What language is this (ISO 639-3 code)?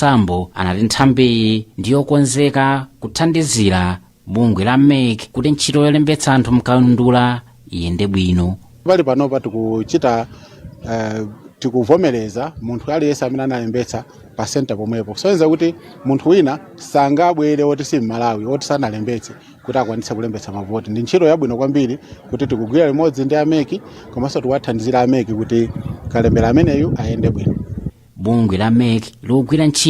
nya